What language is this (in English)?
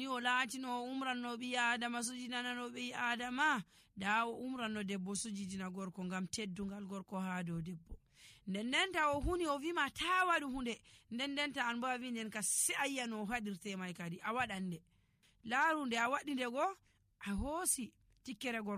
Nigerian Fulfulde